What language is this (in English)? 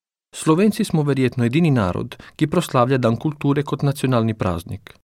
Slovenian